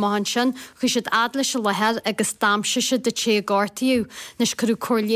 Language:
Irish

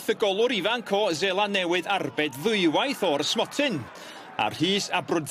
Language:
Welsh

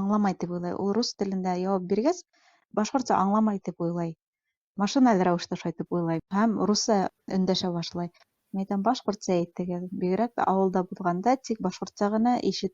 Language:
Bashkir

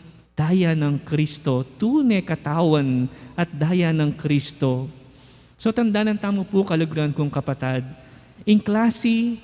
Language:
Pampanga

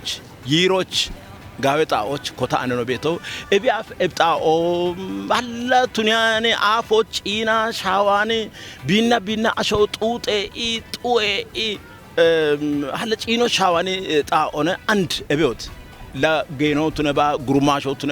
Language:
Kafa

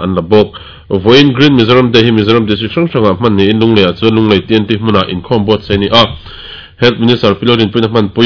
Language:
Mizo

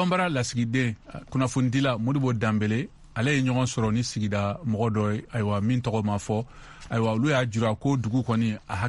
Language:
Bambara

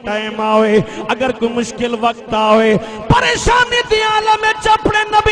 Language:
Saraiki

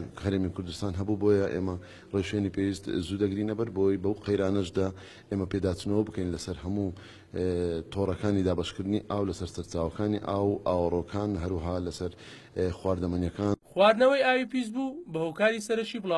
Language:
Central Kurdish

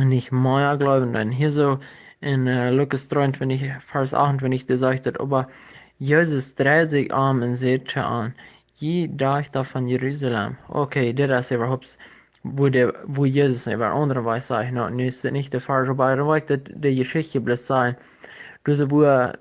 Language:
Plautdietsch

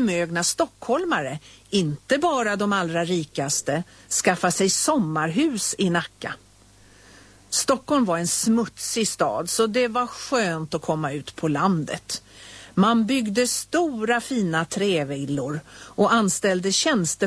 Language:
Swedish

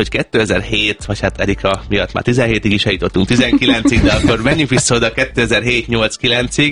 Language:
Hungarian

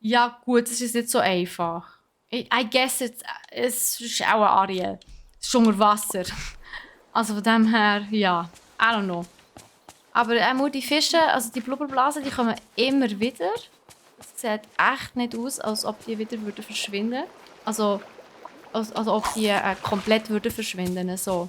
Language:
Swiss German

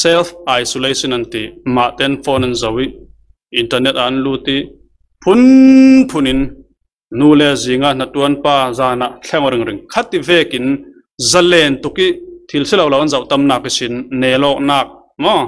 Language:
Falam Chin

